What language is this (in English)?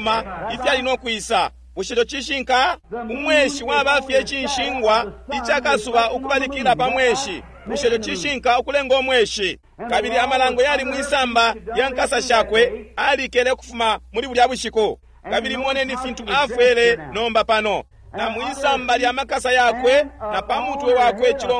Bemba